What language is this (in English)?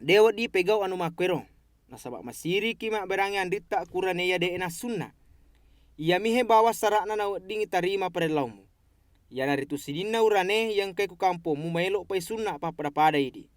Buginese